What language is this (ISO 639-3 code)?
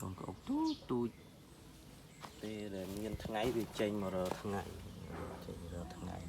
khm